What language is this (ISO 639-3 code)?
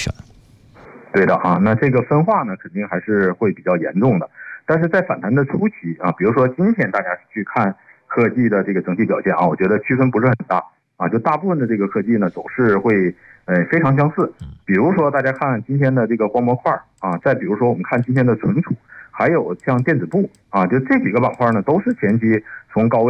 zho